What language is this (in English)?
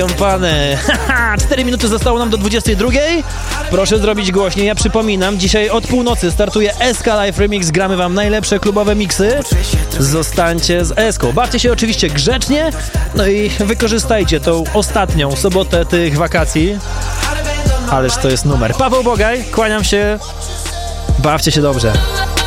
Polish